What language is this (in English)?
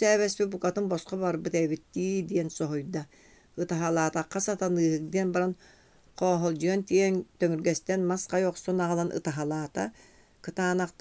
Yakut